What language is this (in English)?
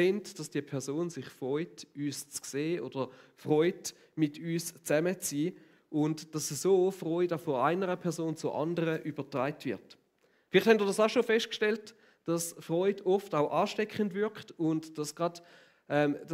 Swiss German